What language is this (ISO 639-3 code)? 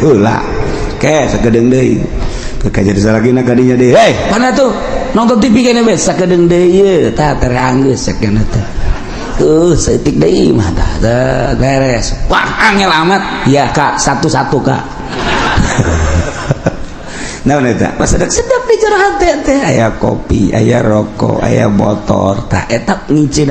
sun